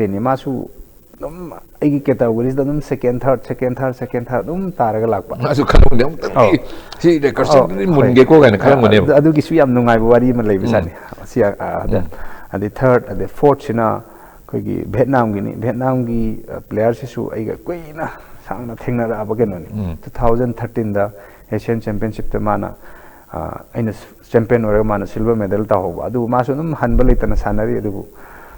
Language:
Manipuri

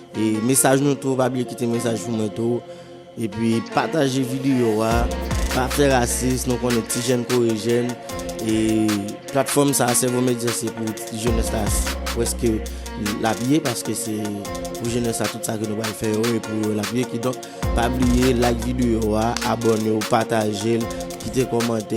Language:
Haitian Creole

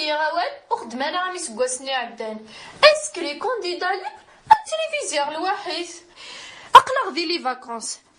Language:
Kabyle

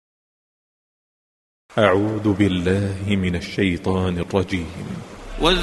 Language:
Malayalam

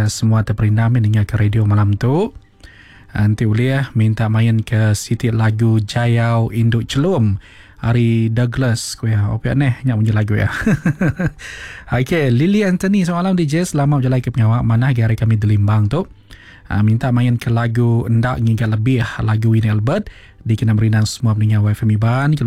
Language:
Iban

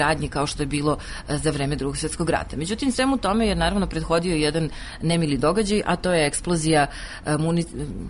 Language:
Serbian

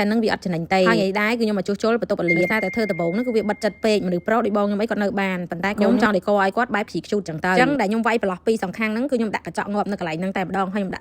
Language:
Khmer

